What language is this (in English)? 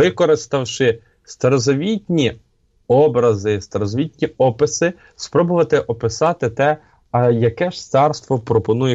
Ukrainian